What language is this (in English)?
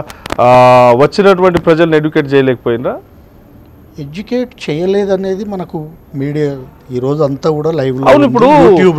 Telugu